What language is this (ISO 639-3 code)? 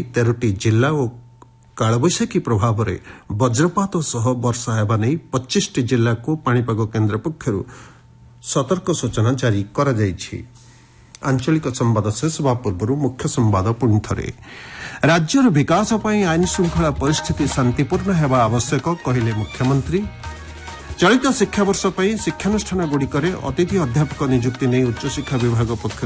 ori